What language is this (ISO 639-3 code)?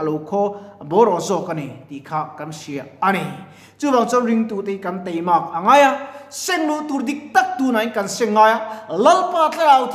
lus